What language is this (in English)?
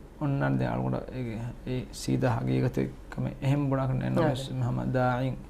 Divehi